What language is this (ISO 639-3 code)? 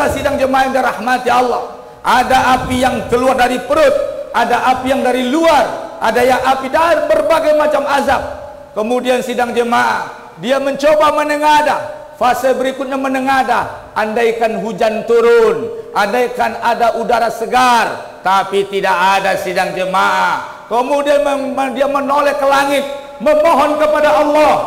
ind